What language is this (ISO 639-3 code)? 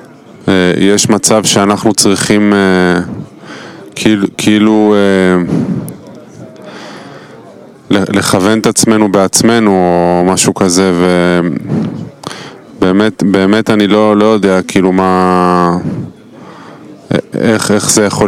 heb